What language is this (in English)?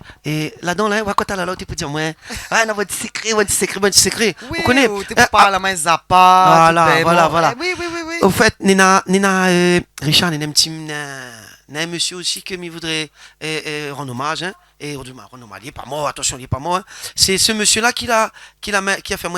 Réunion Creole French